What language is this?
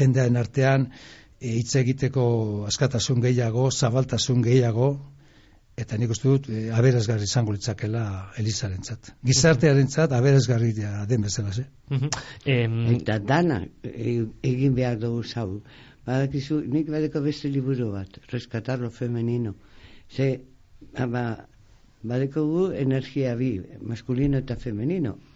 Basque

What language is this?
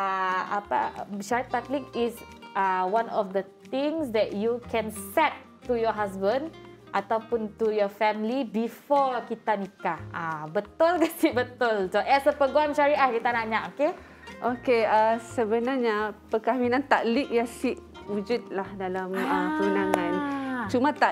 Malay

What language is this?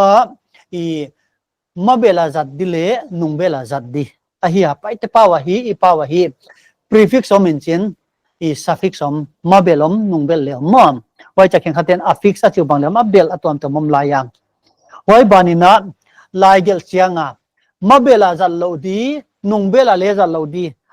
Paite Chin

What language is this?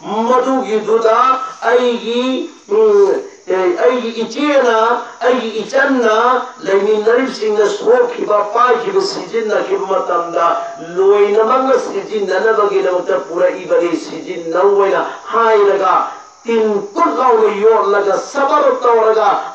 Manipuri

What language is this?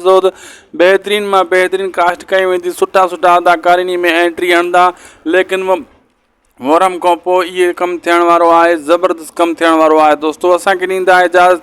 Sindhi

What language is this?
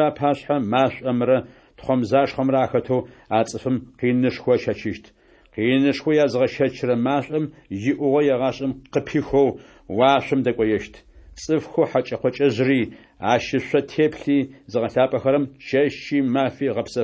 Adyghe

